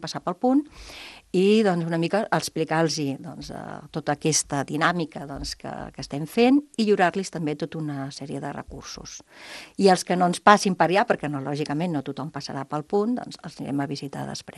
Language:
Catalan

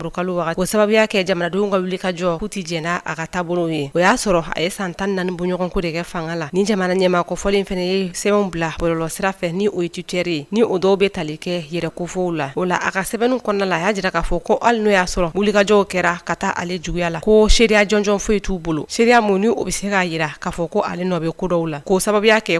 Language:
Bambara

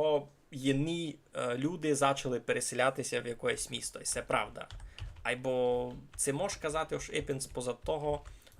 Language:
Rusyn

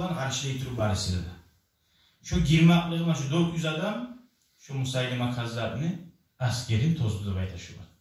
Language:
Kumyk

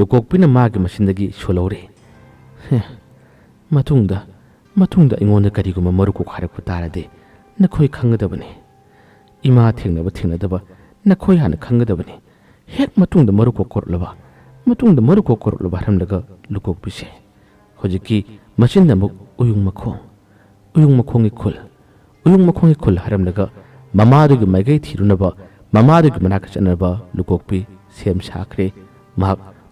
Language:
Manipuri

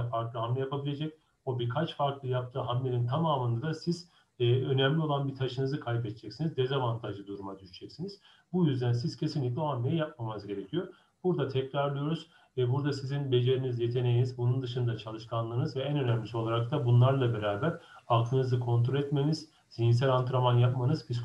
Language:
Turkish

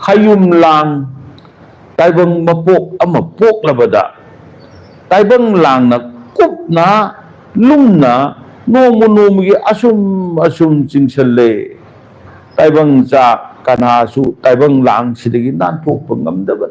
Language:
Manipuri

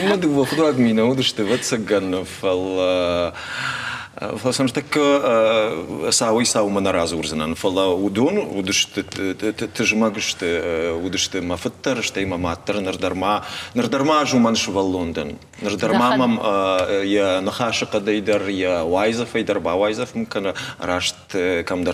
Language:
Ossetic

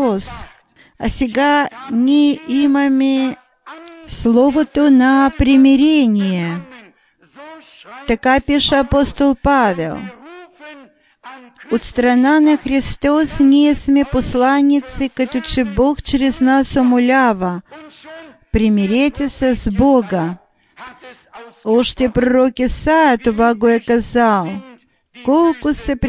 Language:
Bulgarian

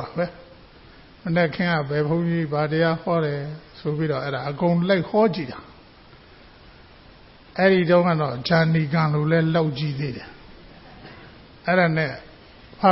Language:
Burmese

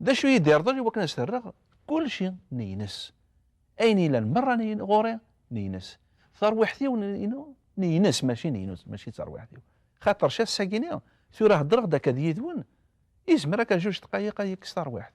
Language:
Kabyle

